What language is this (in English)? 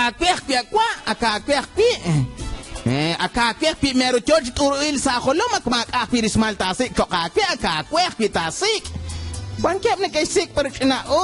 Kekchí